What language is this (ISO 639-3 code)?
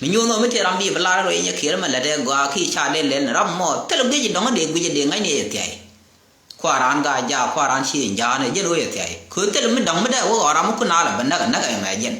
nus